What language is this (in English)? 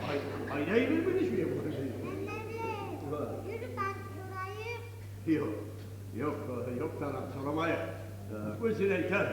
Kumyk